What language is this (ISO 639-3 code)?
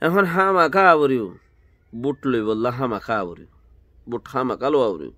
rhg